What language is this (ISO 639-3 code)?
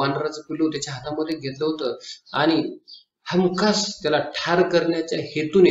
mar